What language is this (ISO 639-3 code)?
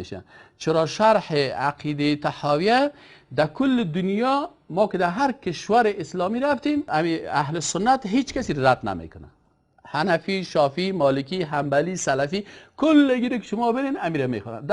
fas